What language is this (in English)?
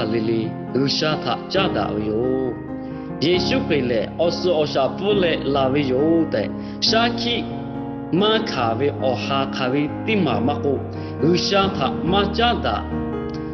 Lahu